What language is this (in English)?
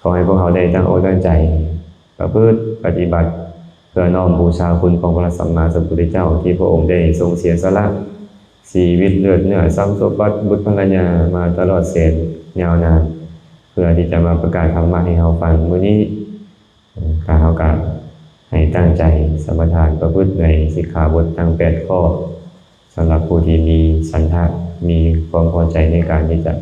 Lao